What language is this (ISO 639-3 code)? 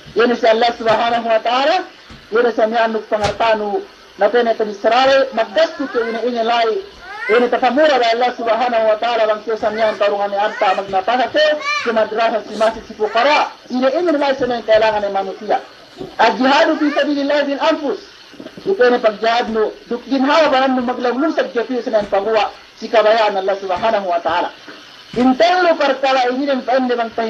yka